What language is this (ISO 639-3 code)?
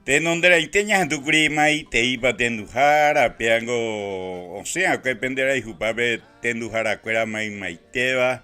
grn